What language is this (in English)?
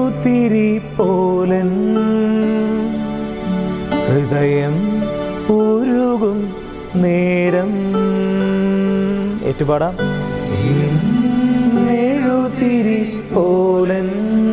Malayalam